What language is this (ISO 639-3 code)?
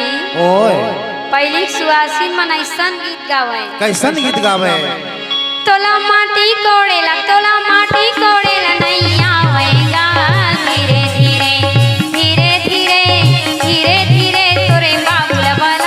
hne